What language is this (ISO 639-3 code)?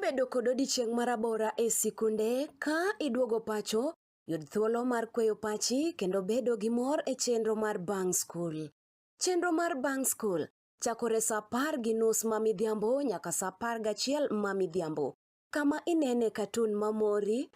luo